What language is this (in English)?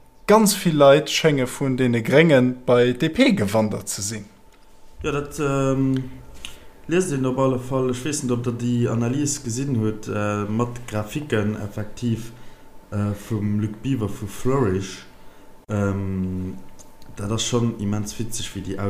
Luxembourgish